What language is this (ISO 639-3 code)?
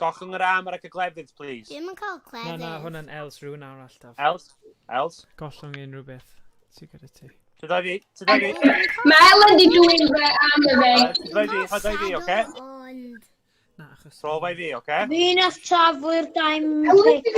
cym